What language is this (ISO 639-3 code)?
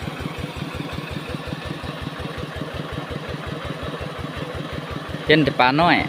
lao